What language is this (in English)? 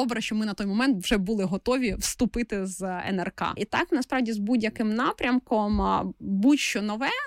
Ukrainian